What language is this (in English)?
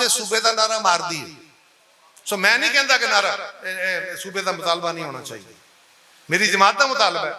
Western Panjabi